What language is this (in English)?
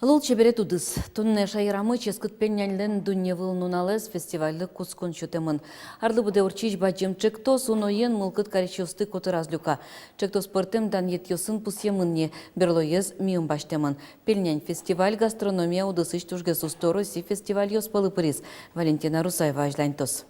Udmurt